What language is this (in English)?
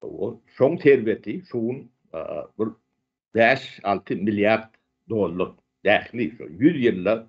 Turkmen